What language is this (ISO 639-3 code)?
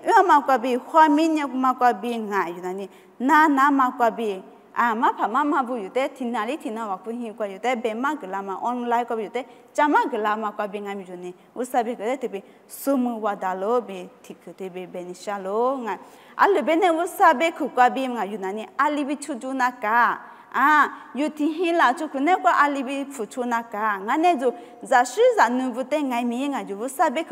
lis